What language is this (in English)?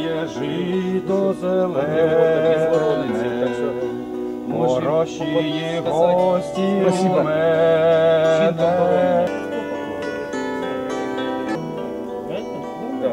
Ukrainian